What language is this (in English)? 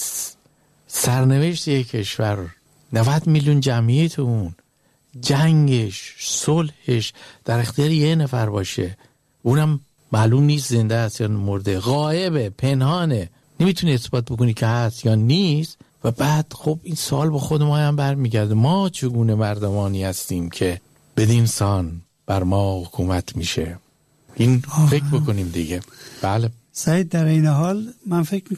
Persian